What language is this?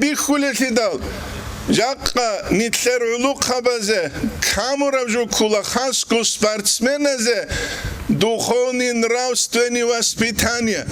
Avaric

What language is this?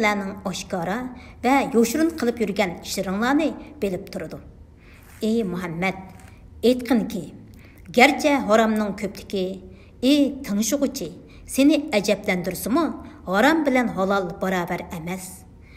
Uyghur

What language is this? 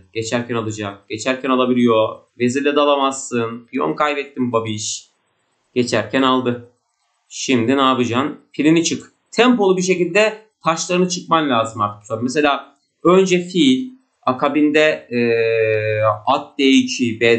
Turkish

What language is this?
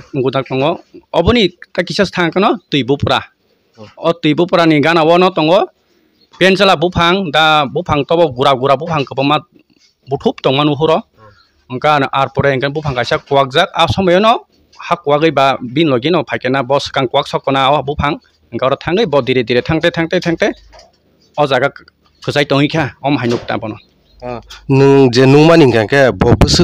Kok Borok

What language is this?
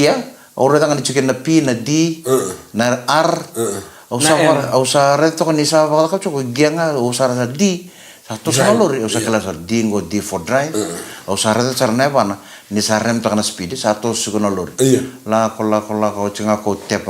Fijian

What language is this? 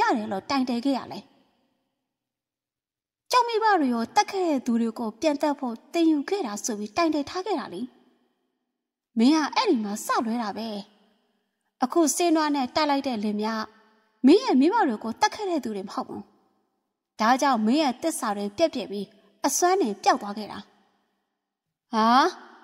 Burmese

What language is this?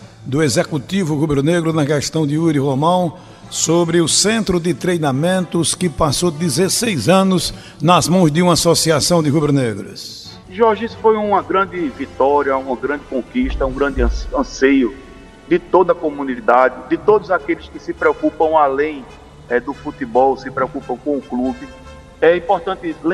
Portuguese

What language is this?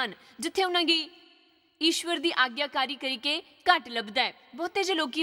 Dogri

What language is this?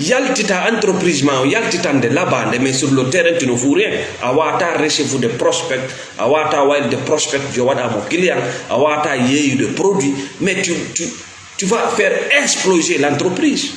Fula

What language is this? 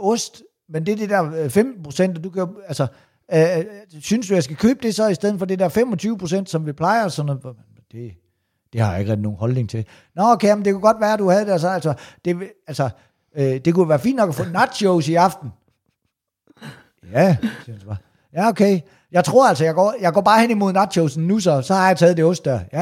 Danish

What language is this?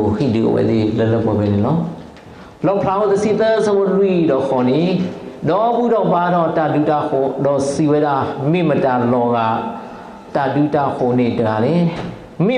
S'gaw Karen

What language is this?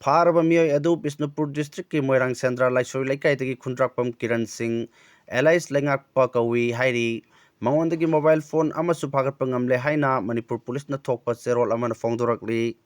Manipuri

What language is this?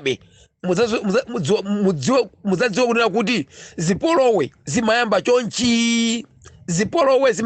Nyanja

